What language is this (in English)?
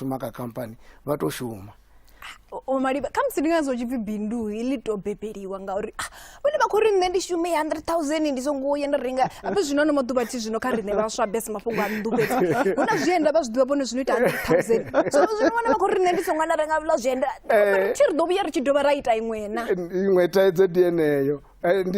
Venda